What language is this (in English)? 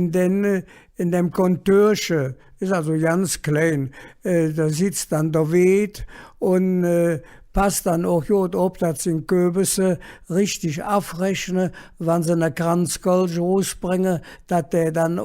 Colognian